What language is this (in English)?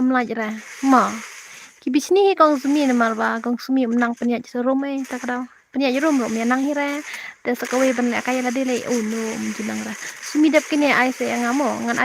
Khasi